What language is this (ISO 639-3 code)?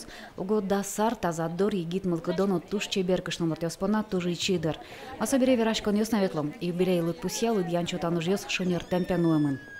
udm